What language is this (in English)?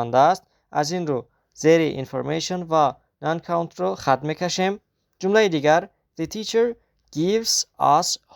Tajik